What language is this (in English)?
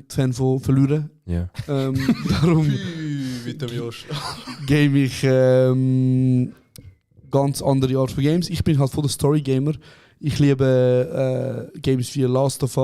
Swiss German